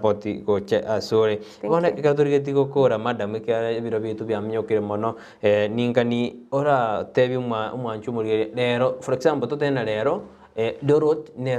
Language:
Gusii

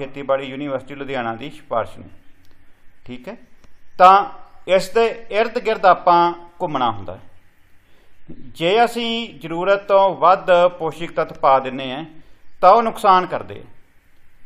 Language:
Punjabi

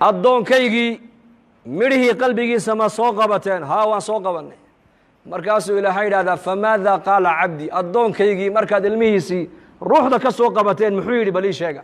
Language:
Somali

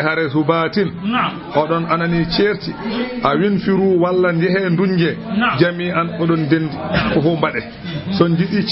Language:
Fula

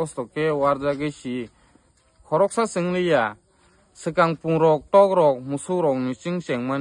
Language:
Kok Borok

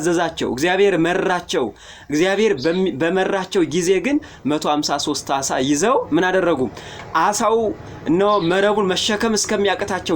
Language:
Amharic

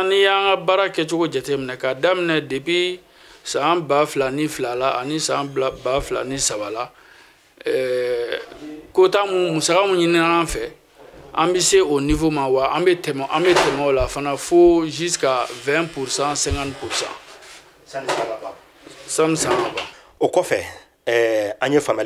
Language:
Bambara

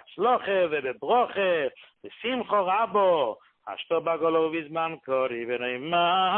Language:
Hebrew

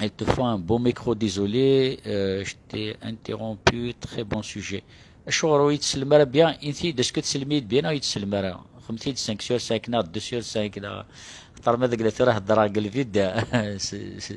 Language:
Kabyle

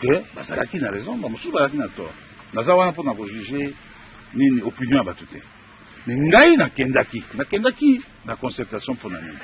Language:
Lingala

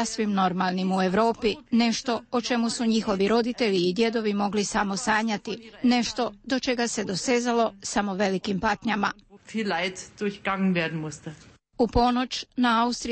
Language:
Croatian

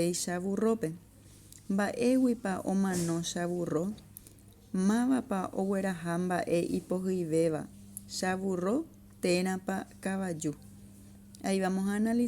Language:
Guarani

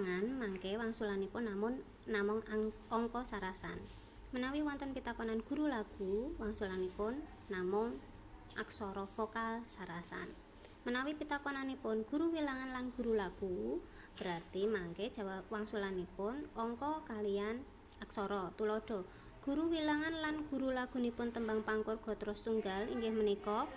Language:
Javanese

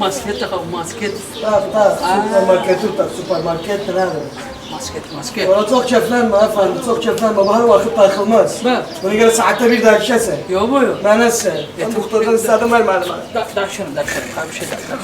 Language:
South Azerbaijani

